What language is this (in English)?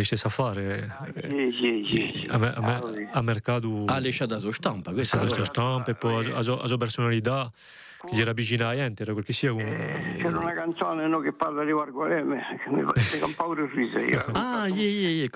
Corsican